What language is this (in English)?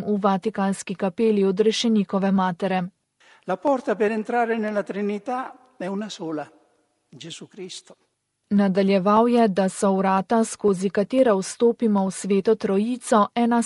Slovenian